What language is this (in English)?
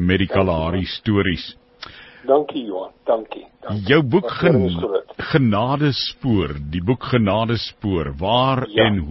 Afrikaans